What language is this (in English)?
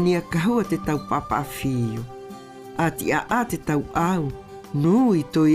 South Marquesan